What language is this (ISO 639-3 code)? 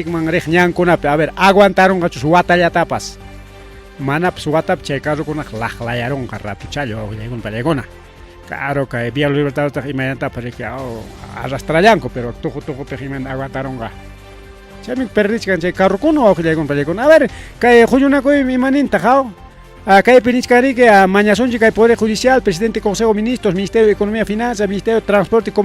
quy